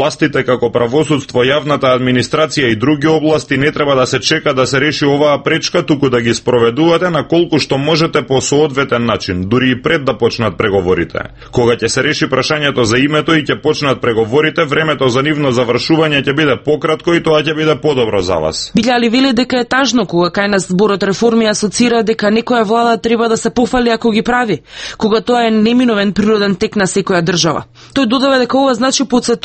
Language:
Macedonian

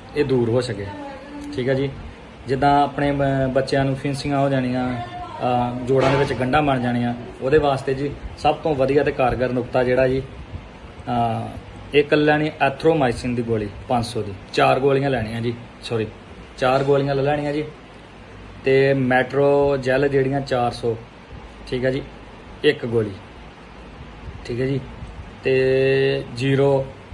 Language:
Punjabi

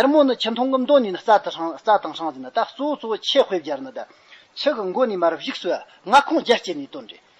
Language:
Amdo Tibetan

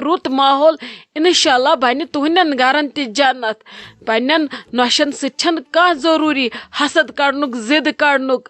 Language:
Kashmiri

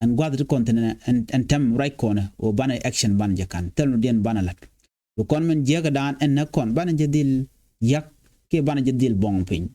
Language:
Nuer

